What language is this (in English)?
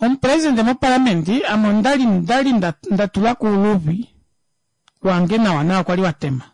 Kuanyama